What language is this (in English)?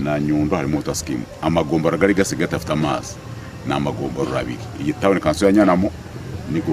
Nyankole